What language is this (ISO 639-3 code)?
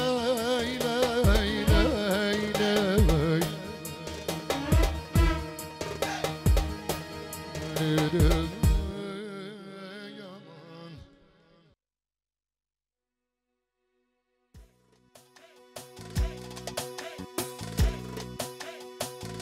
tur